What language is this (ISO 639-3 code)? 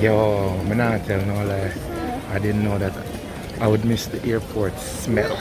jam